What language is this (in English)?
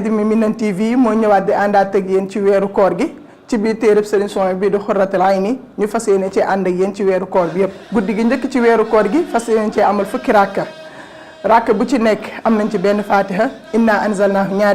Wolof